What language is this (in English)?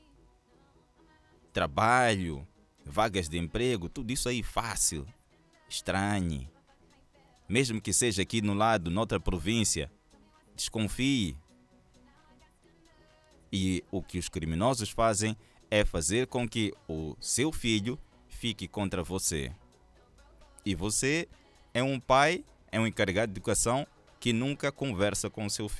Portuguese